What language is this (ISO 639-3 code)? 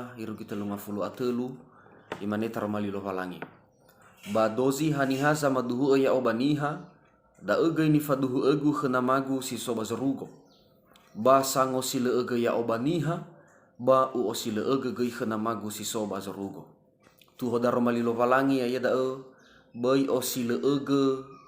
nia